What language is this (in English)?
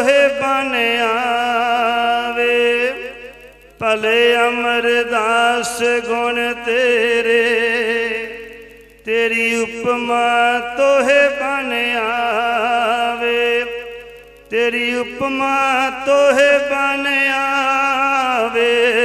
Punjabi